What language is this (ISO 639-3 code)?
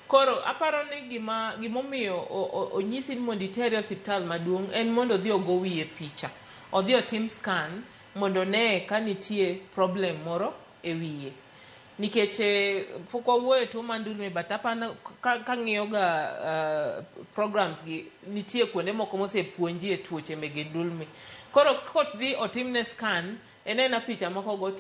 luo